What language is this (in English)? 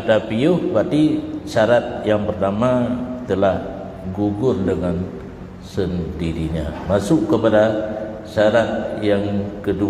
Achinese